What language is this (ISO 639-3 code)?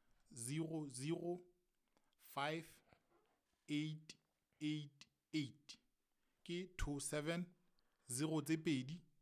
sot